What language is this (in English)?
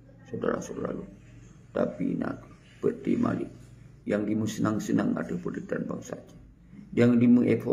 Achinese